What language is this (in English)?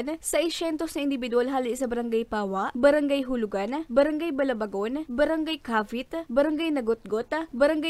Bikol